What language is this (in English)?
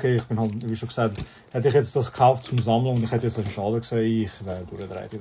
Swiss German